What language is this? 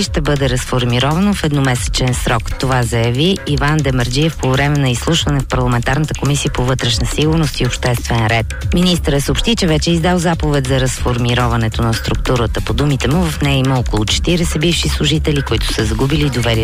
Bulgarian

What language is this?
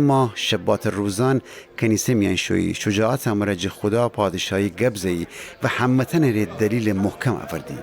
Gilaki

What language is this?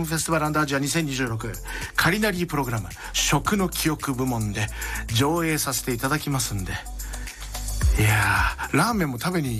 Japanese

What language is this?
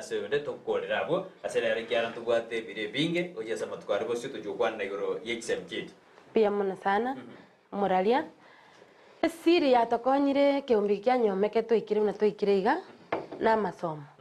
Gusii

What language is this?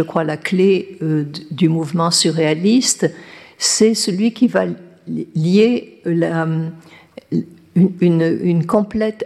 French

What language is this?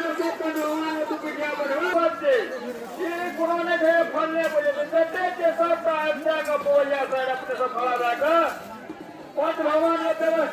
Maithili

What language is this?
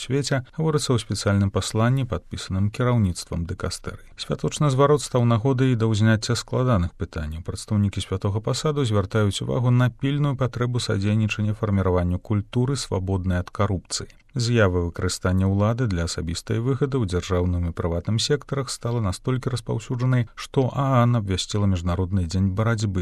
Belarusian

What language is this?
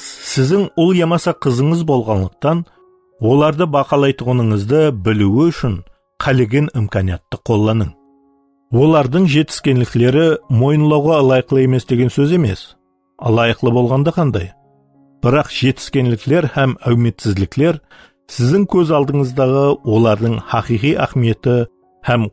Kara-Kalpak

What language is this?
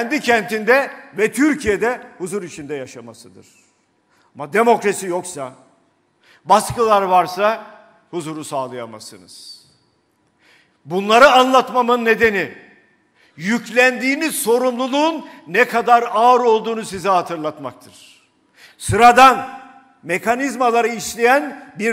Turkish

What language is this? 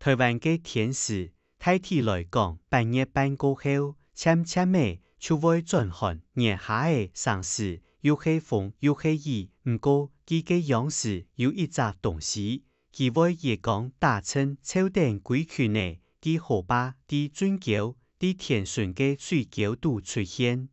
Hakka Chinese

